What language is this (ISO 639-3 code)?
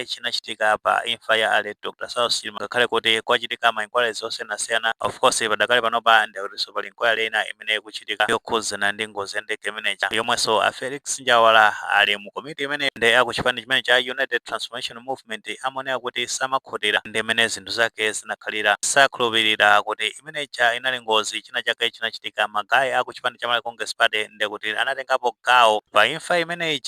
nya